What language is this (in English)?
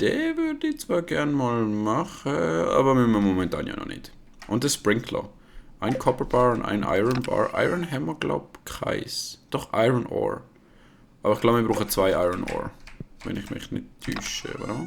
Swiss German